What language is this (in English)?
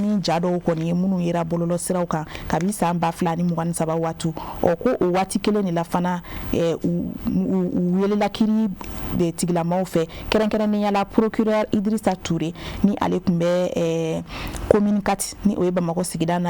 Bambara